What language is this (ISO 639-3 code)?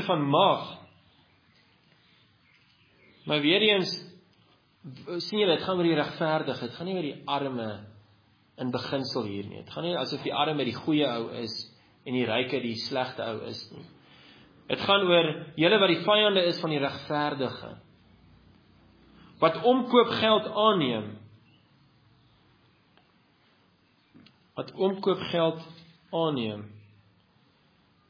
afr